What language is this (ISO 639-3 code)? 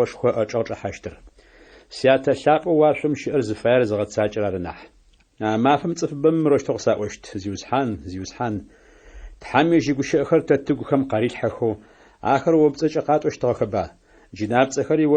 ady